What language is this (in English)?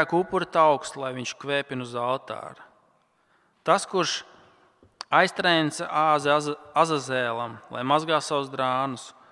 Latvian